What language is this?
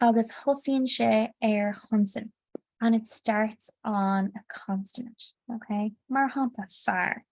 Irish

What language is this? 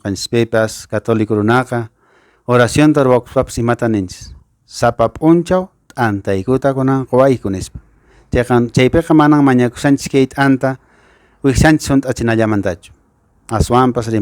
Quechua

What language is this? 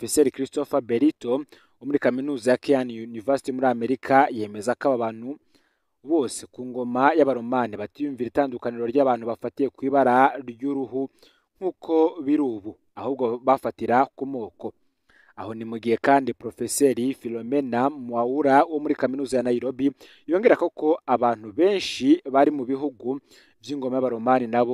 Rundi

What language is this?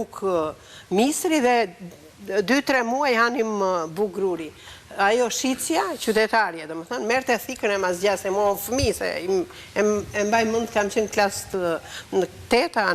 Albanian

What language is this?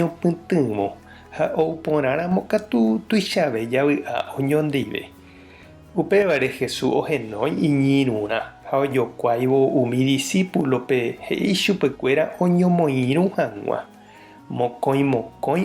Guarani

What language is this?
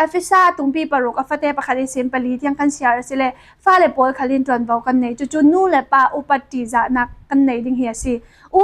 Falam Chin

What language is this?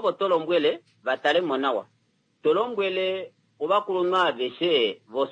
Kuanyama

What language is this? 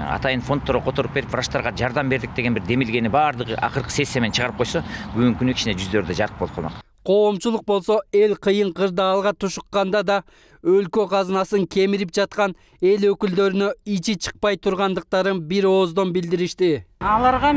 Kyrgyz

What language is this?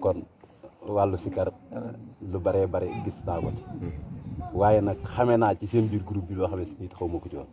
Wolof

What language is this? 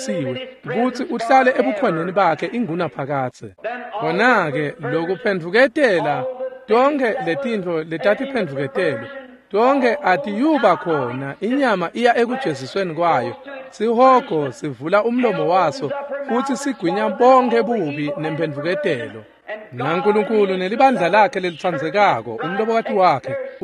Swati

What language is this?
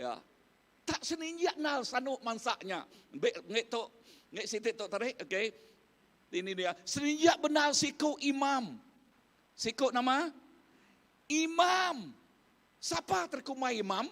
Iban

